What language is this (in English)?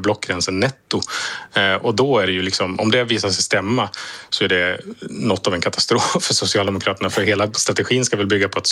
Swedish